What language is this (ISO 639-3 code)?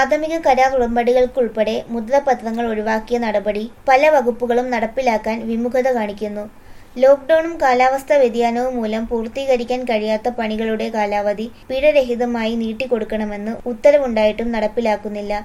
mal